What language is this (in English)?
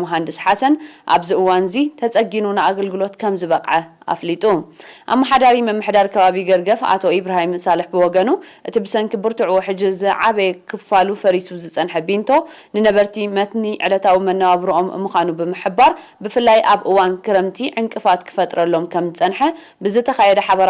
Tigrinya